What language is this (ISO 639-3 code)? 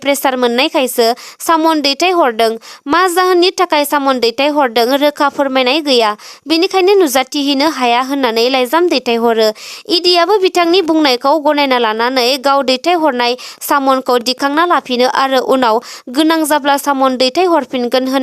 brx